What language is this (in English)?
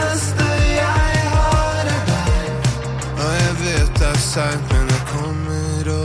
Norwegian